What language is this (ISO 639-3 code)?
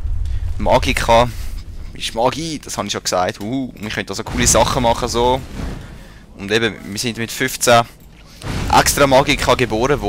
gsw